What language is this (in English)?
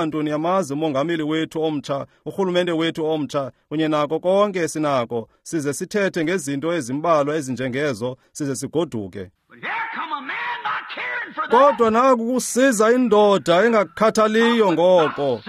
Xhosa